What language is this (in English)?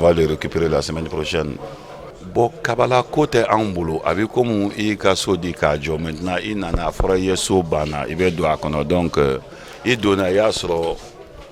Bambara